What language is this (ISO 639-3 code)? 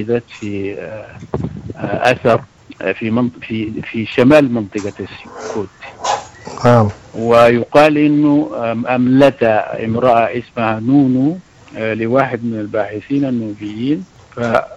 apd